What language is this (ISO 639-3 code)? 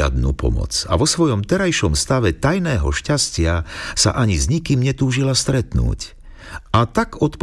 slk